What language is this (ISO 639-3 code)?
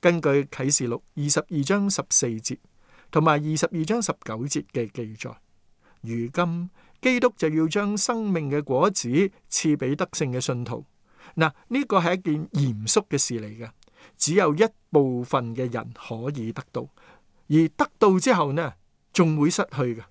yue